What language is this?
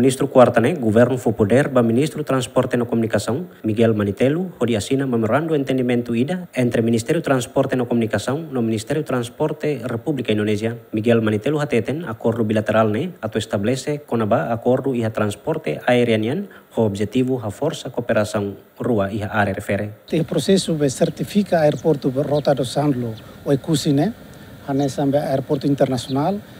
Tetum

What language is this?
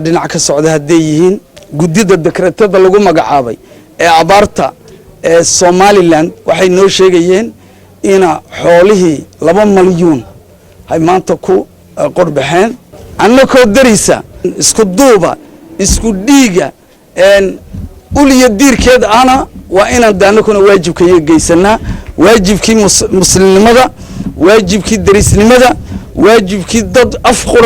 Somali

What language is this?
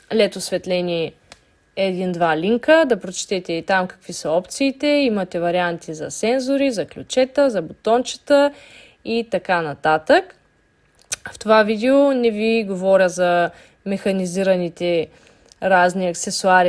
Bulgarian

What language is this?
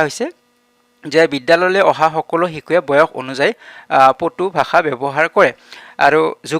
Assamese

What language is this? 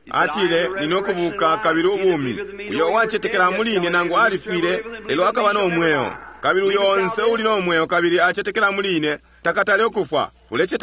Bemba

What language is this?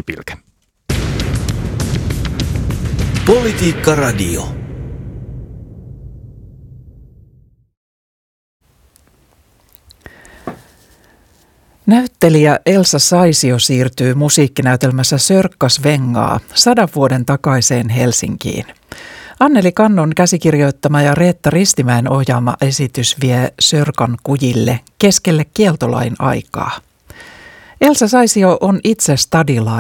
Finnish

